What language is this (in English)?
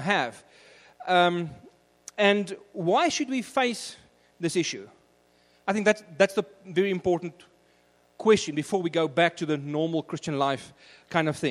English